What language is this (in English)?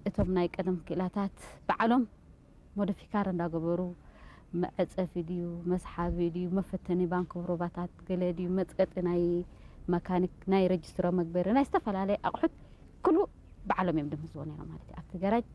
Tigrinya